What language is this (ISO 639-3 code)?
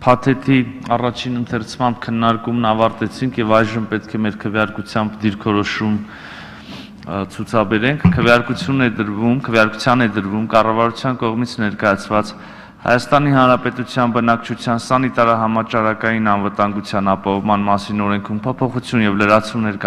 hye